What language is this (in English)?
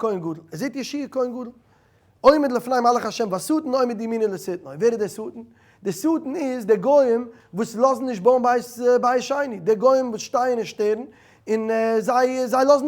Yiddish